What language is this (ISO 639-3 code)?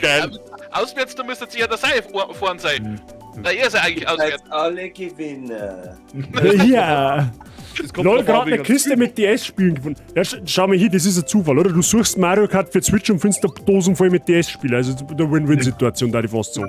bar